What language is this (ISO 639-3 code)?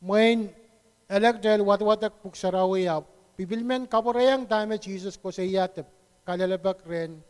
pon